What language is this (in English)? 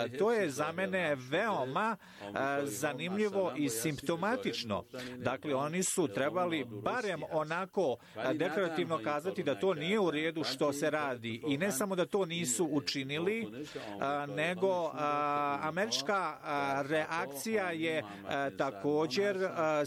Bosnian